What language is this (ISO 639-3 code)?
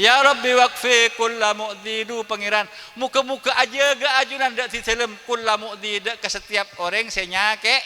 mad